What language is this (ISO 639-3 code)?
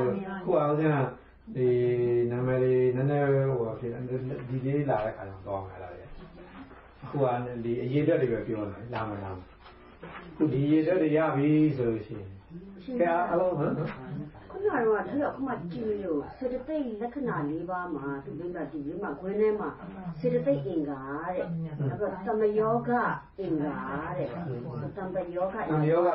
mya